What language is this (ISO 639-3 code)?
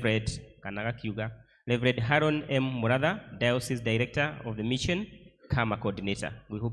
kik